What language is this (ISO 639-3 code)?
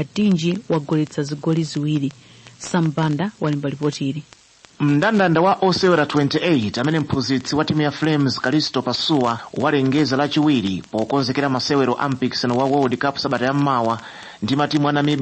nya